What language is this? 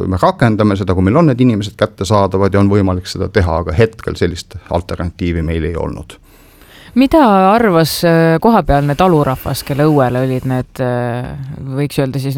Estonian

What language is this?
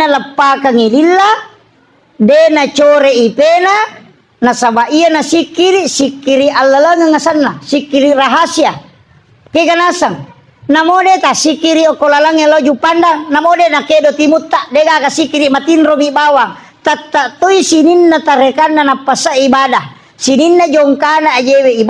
Buginese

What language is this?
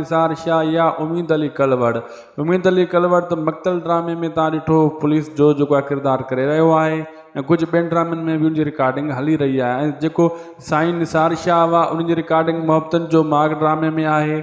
Sindhi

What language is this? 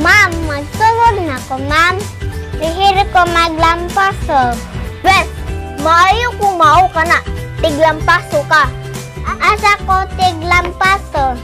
Cebuano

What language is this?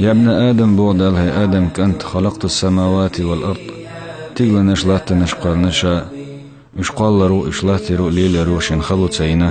Chechen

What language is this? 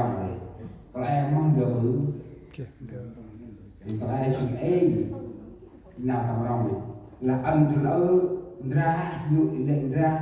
Central Mnong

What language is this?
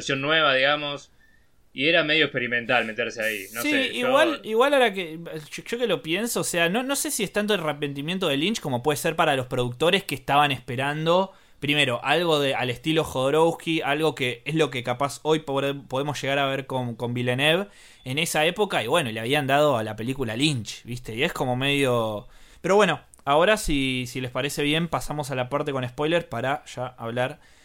Spanish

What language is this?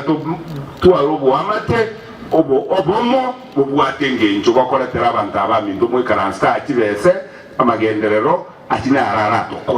Gusii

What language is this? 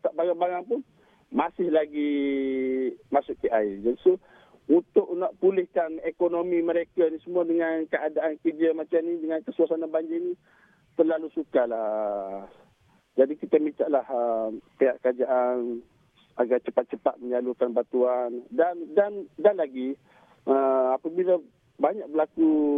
Malay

